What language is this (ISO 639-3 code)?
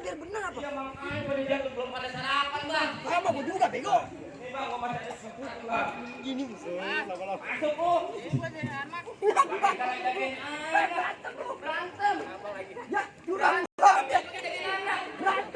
bew